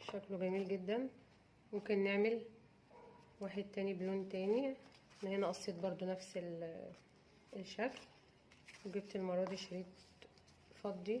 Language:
Egyptian Arabic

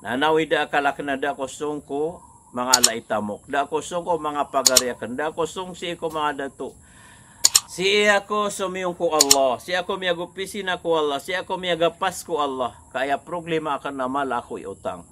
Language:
Maranao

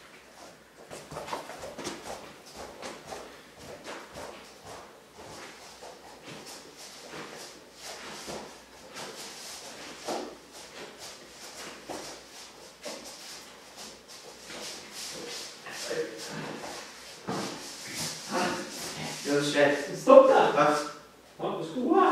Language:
Norwegian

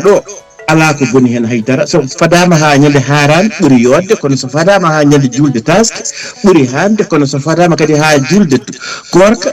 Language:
Fula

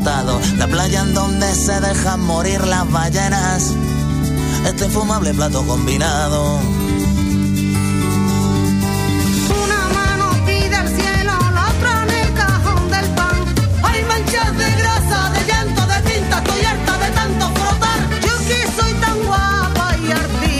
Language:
Spanish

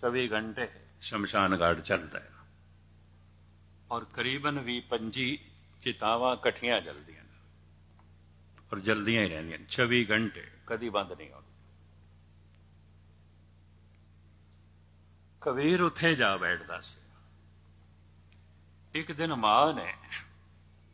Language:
Punjabi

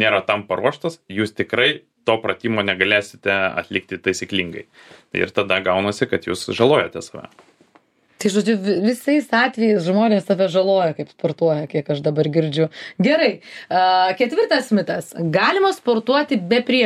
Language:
Lithuanian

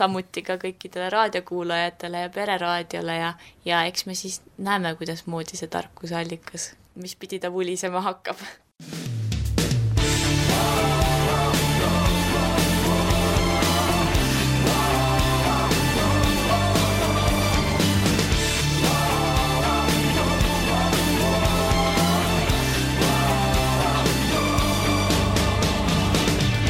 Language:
Estonian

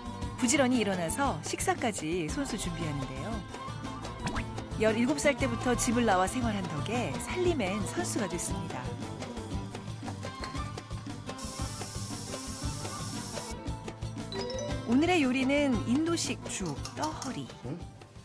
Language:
Korean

